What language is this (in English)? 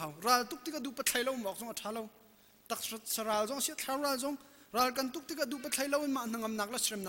Hakha Chin